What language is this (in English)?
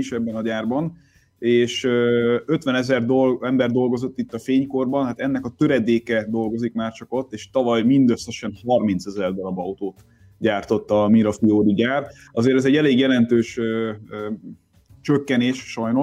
Hungarian